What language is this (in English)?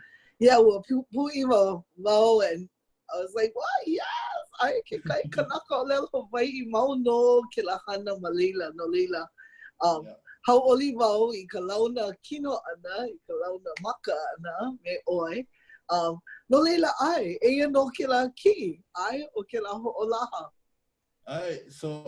Hawaiian